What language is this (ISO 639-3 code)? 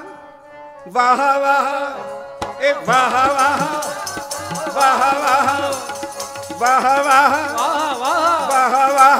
pan